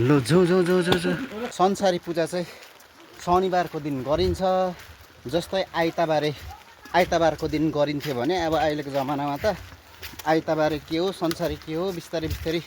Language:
Nepali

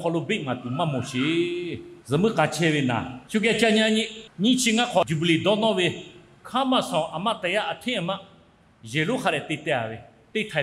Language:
Lahu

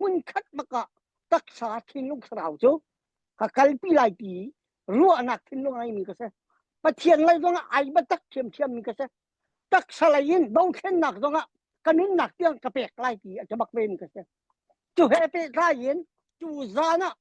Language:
Hakha Chin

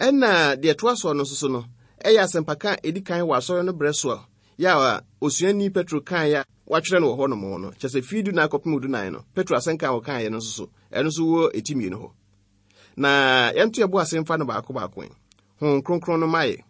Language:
Akan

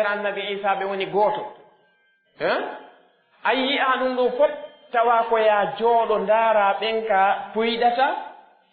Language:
Pular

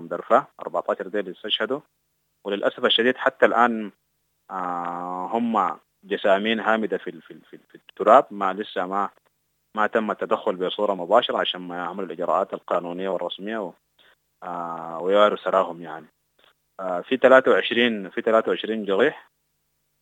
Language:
Sudanese Arabic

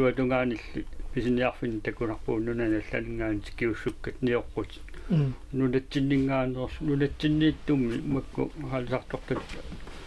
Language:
Kalaallisut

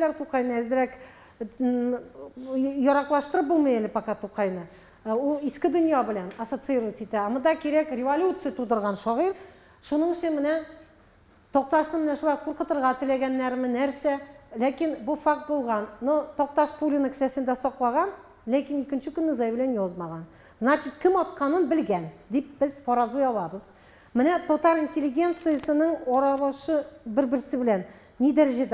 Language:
Tatar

